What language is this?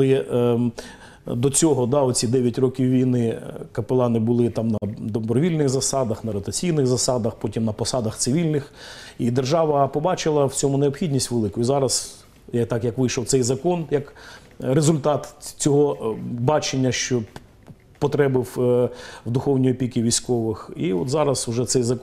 Ukrainian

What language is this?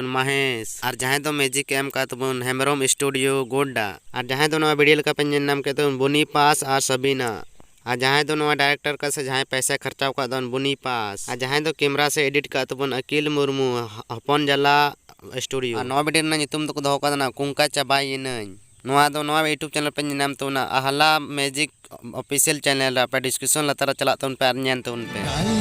Santali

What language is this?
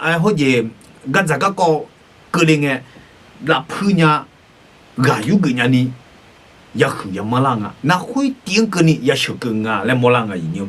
Akha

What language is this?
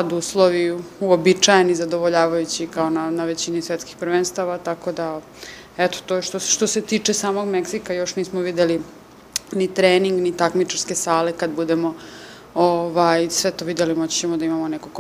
Serbian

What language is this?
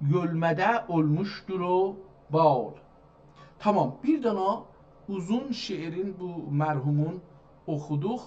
South Azerbaijani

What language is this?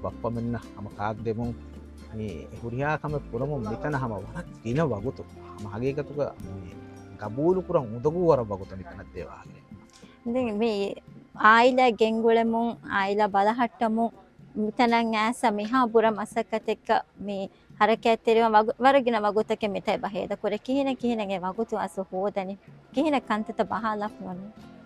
Divehi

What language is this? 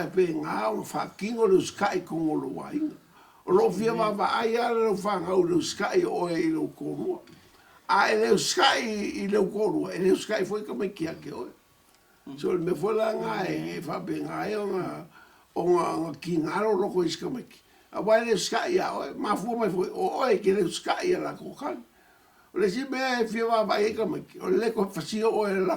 Samoan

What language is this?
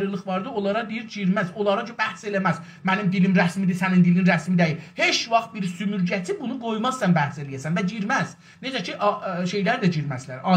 South Azerbaijani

